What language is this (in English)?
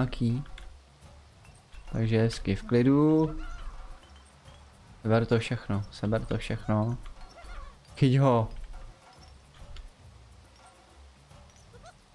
Czech